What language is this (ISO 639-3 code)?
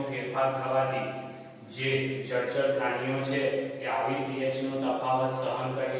guj